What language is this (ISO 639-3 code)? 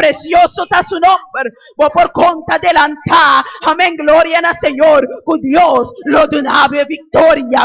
pap